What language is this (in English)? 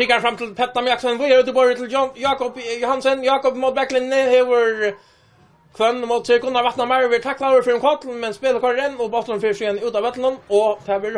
Faroese